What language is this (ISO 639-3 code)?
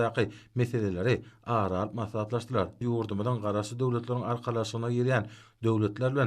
tuk